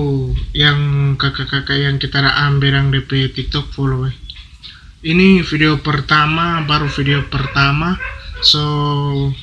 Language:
Manado Malay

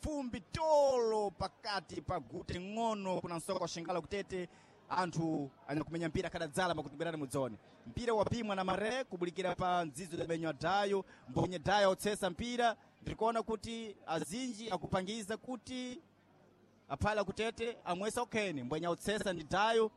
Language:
Sena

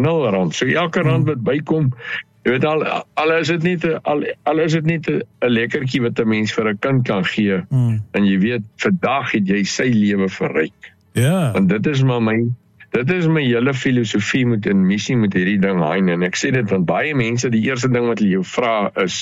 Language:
Afrikaans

